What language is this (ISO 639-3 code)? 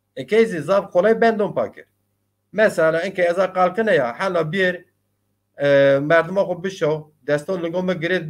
zza